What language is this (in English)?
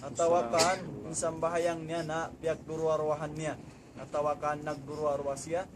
Tausug